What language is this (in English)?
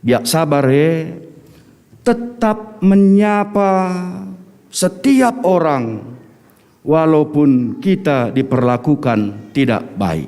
Batak Karo